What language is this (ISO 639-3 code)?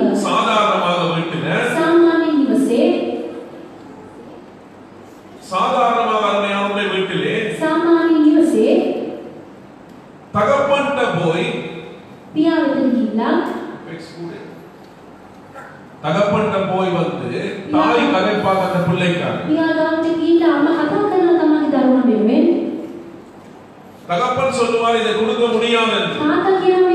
tam